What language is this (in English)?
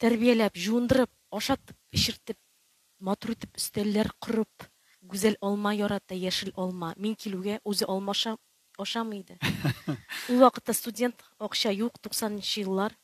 Tatar